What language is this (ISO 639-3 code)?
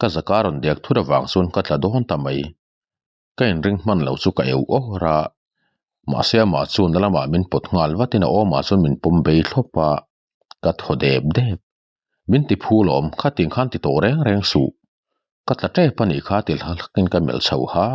lus